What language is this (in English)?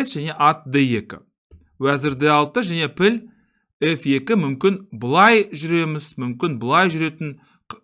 Kazakh